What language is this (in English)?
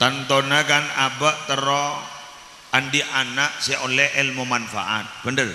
Madurese